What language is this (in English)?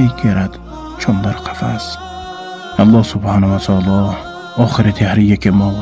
Tajik